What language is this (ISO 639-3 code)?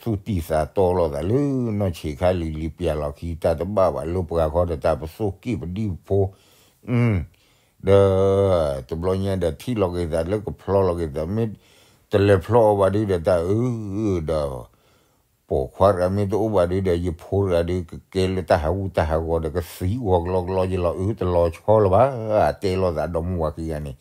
ksw